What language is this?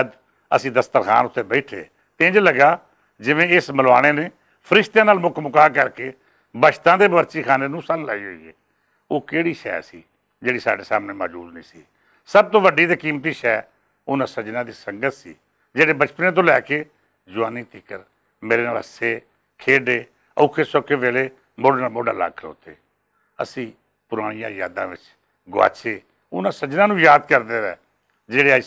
Western Panjabi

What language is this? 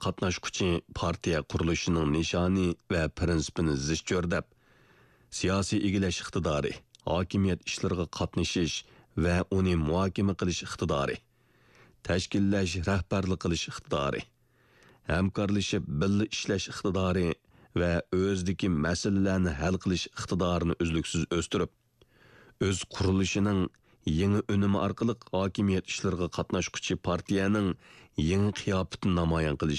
Uyghur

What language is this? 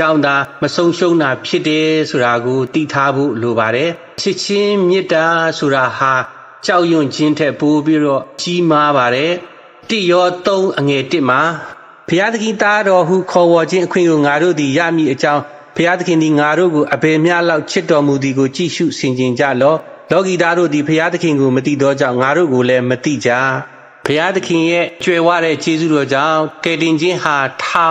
Burmese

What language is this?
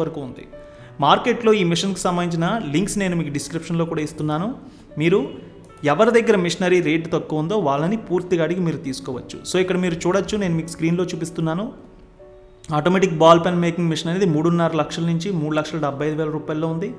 Telugu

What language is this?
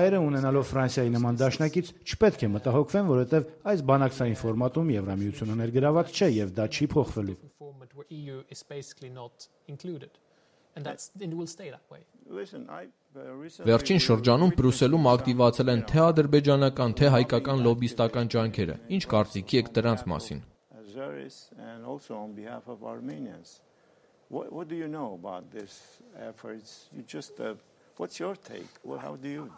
Armenian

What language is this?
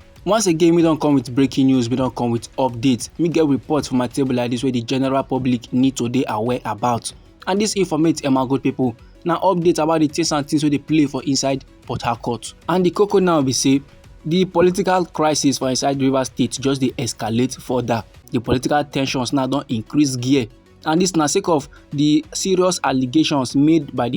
Nigerian Pidgin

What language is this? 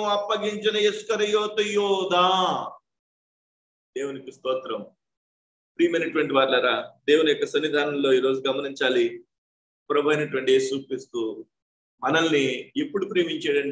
Telugu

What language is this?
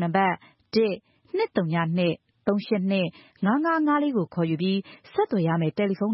Burmese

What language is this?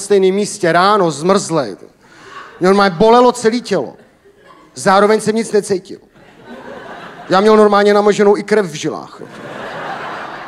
Czech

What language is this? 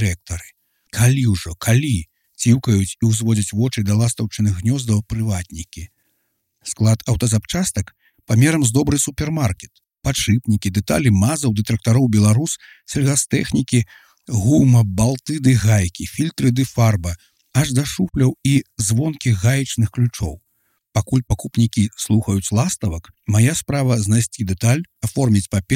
Belarusian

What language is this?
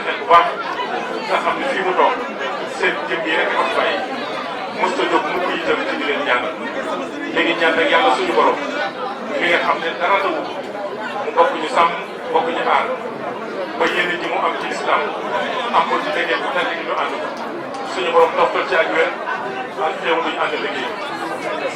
Wolof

